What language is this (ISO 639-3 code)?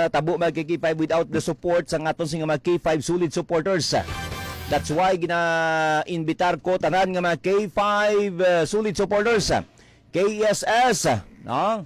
hil